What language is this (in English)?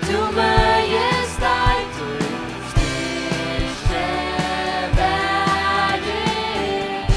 Faroese